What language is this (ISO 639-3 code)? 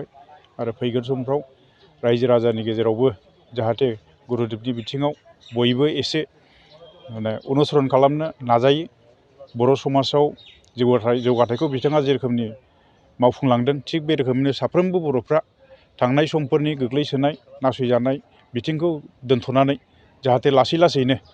brx